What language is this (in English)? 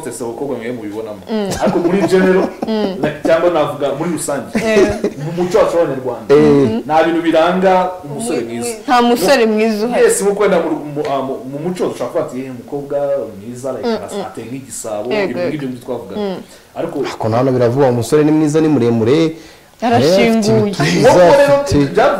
Kinyarwanda